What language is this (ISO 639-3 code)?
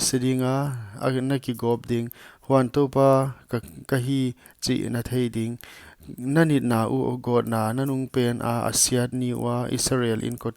pck